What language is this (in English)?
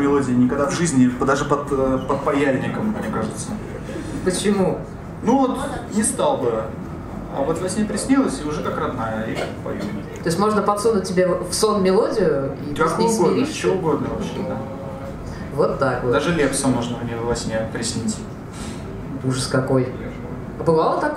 Russian